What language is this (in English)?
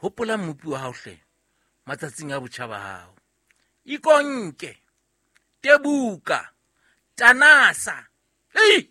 Southern Sotho